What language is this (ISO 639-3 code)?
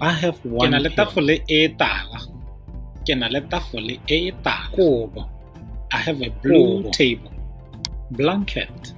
tsn